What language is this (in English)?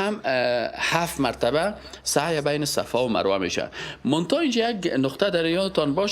Persian